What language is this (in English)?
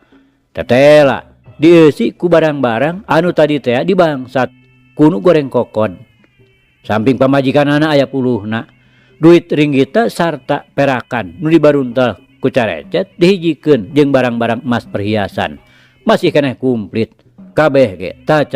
Sundanese